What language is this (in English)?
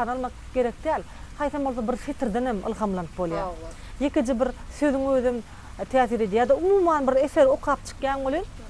Turkmen